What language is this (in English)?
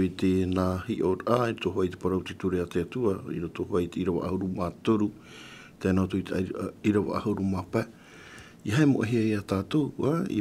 Tahitian